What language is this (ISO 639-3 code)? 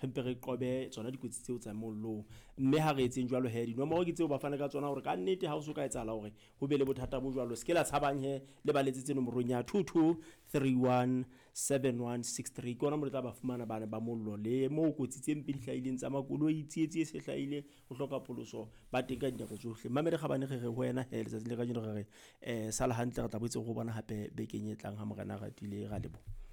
sot